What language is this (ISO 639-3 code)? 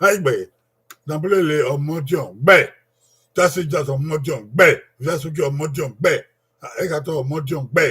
bin